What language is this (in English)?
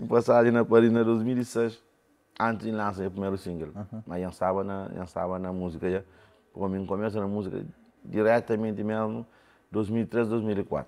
Kabuverdianu